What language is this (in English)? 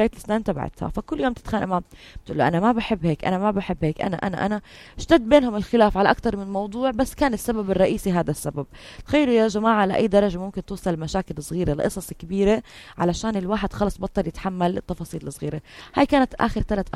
North Levantine Arabic